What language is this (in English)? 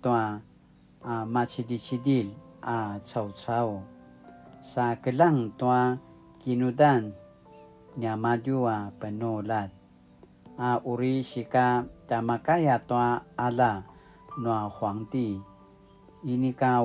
Paiwan